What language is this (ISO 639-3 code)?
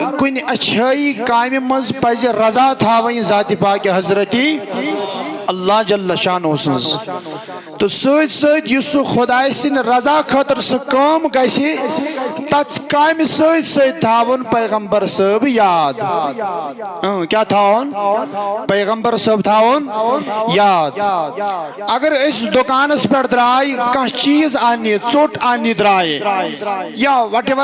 kas